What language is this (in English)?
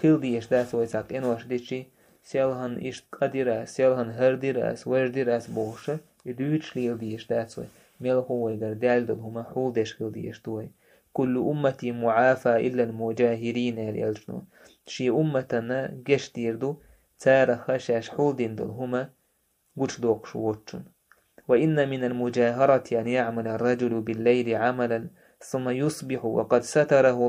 Chechen